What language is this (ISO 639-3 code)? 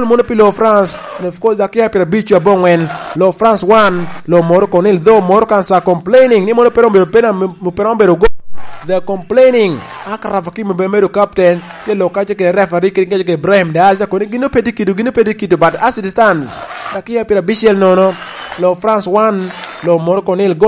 laj